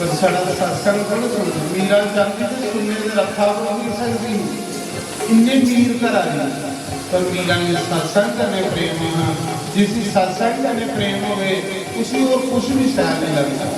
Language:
Dogri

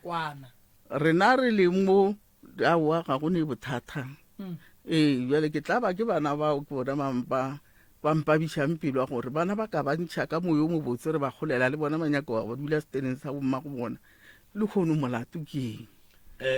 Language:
Northern Sotho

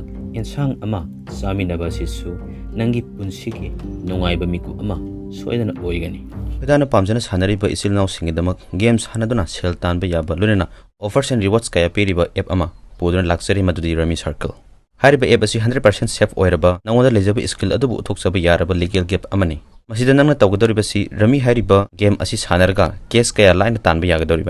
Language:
Manipuri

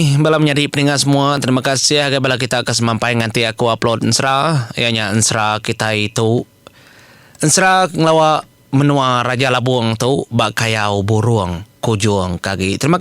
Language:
Iban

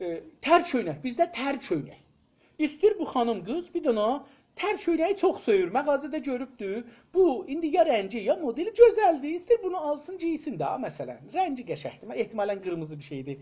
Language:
South Azerbaijani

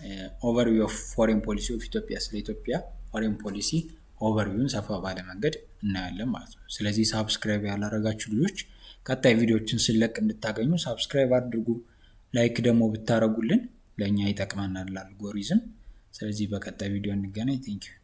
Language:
Amharic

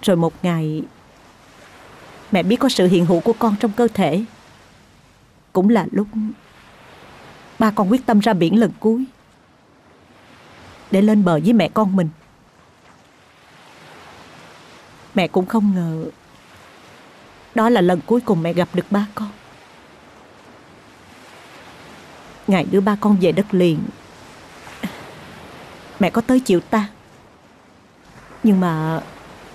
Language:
Vietnamese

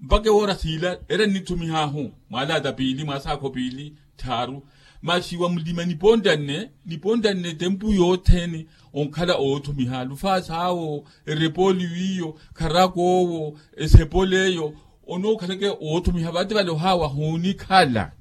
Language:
Makhuwa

